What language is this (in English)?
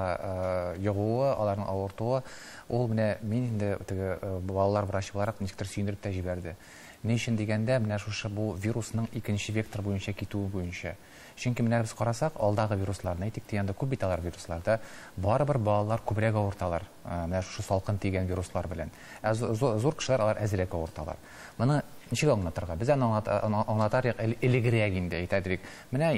Tatar